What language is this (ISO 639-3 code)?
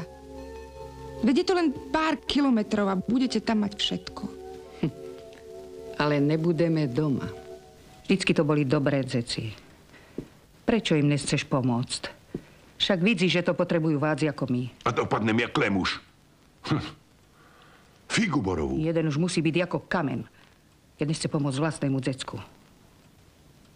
slk